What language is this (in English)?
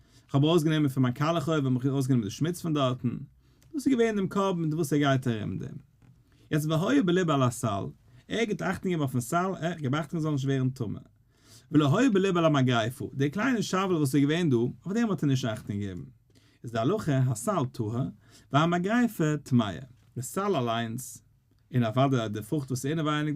Yiddish